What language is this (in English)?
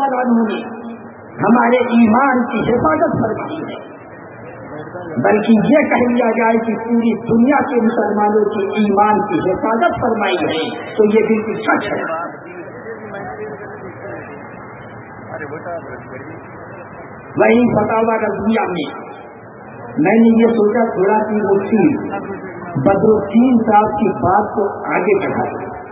Urdu